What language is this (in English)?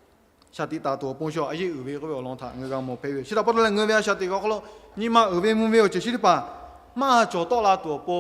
Lahu